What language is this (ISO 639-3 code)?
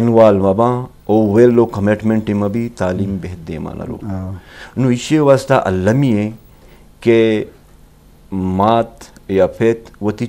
bgp